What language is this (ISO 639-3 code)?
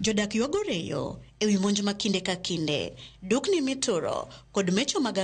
luo